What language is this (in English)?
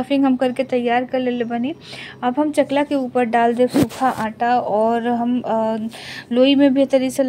Bhojpuri